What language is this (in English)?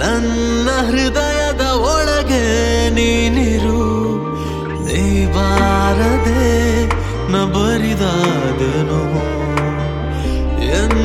Kannada